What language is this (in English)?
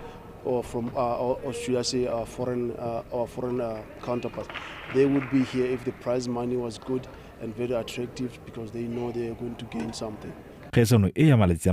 Tswana